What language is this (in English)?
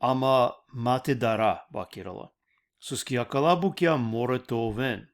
Balkan Romani